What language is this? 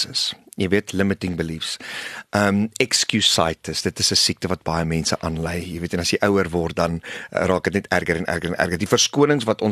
Afrikaans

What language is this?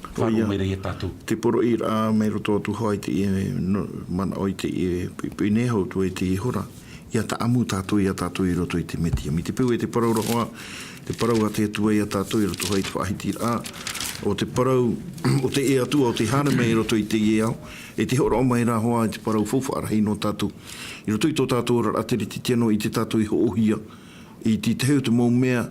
Tahitian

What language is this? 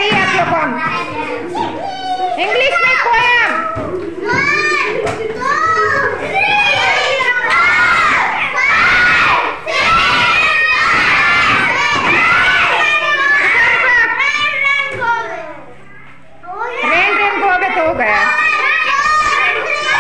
Hindi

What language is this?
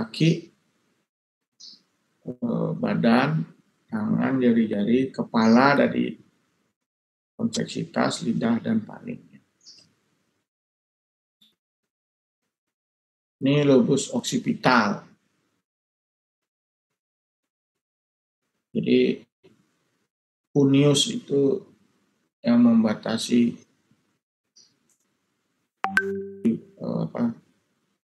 Indonesian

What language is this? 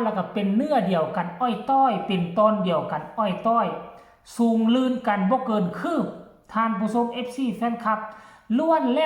Northeastern Thai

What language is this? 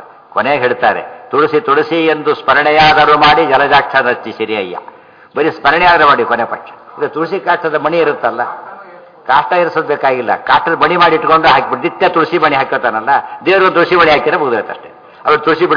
Kannada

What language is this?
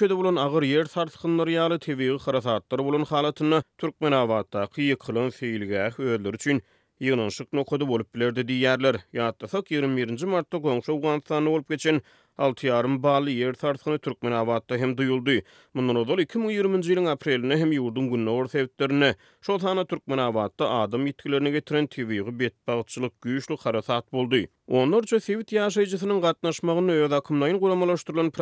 Turkmen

